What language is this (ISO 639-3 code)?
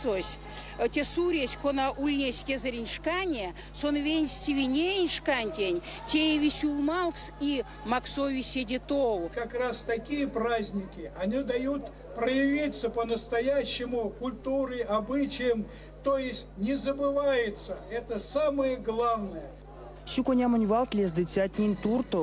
myv